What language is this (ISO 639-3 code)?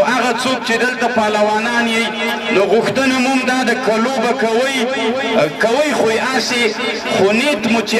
pus